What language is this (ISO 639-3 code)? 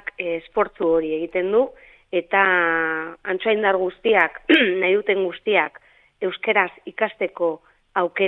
eus